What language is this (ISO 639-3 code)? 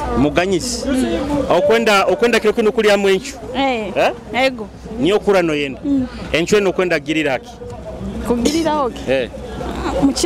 nyo